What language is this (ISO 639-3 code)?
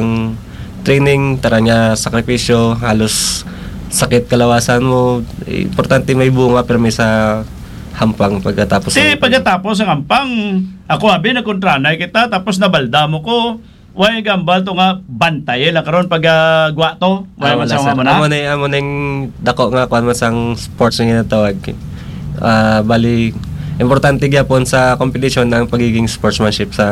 hil